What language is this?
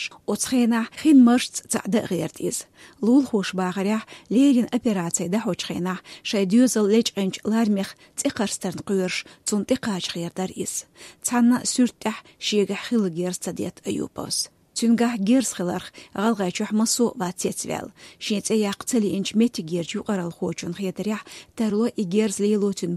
Chechen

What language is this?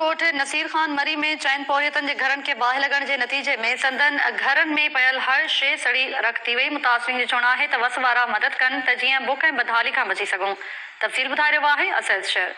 Sindhi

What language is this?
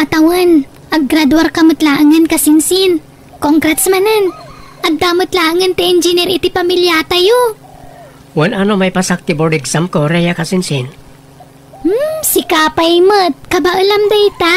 Iloko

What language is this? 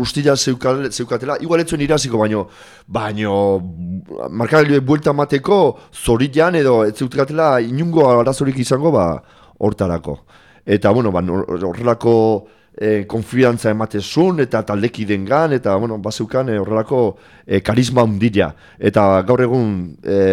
Basque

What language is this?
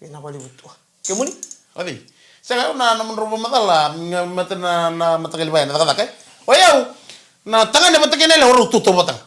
Fijian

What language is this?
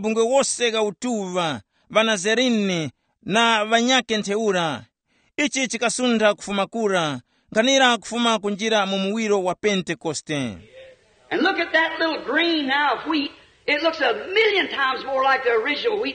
Tumbuka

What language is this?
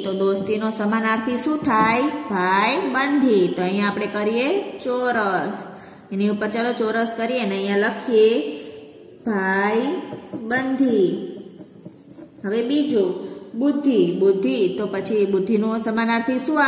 Gujarati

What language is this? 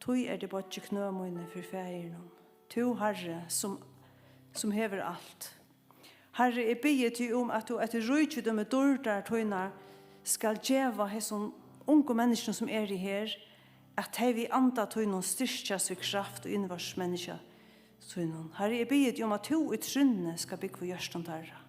Faroese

